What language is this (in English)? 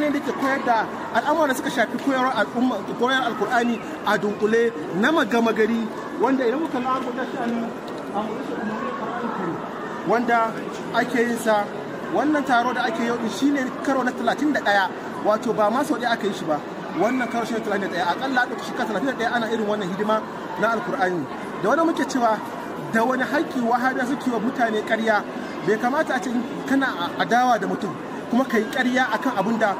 Hausa